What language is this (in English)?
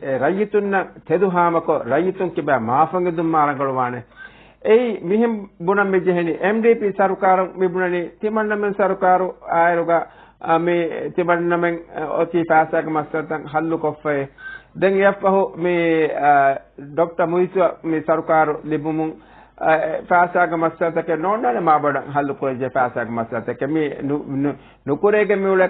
Divehi